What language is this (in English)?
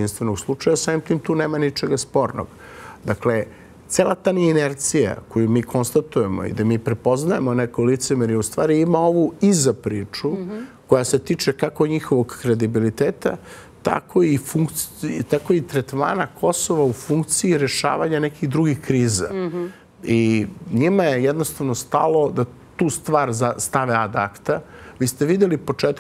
Serbian